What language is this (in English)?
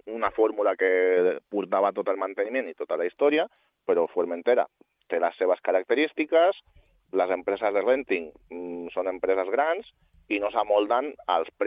Catalan